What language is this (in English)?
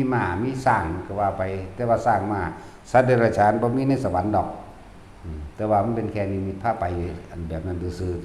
Northeastern Thai